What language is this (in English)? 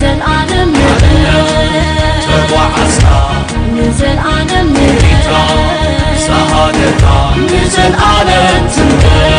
Tigrinya